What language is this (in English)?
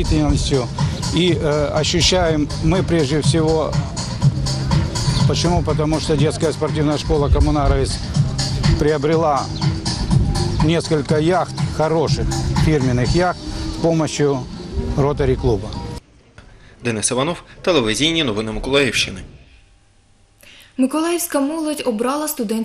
Ukrainian